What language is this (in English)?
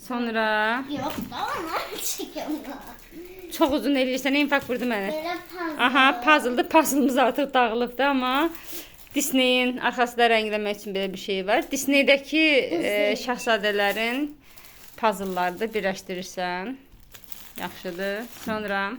Azerbaijani